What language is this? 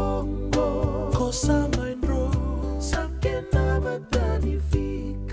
Fijian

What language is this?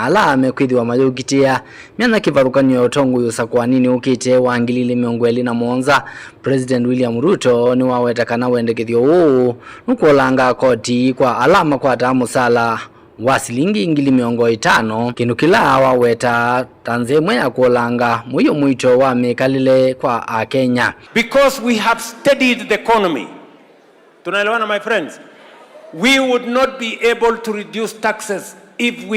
Kamba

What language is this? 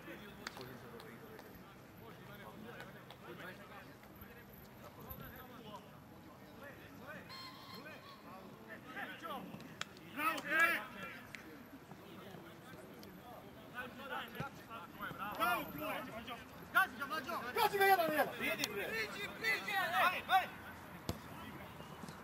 Serbian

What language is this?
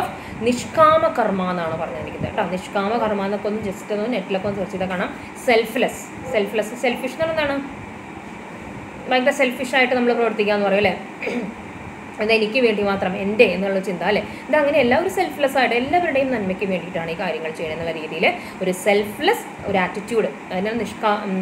Malayalam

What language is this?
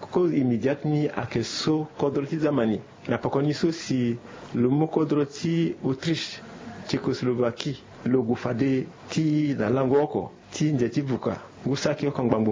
Sango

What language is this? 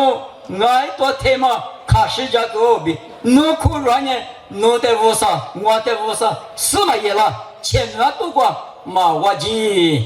Lisu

